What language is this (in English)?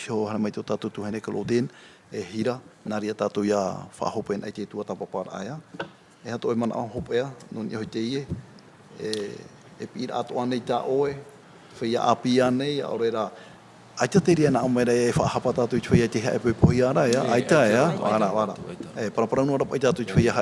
Tahitian